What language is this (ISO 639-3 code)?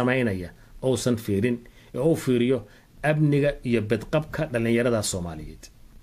som